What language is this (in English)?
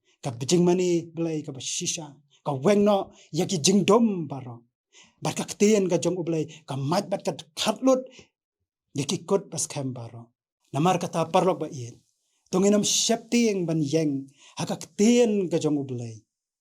Khasi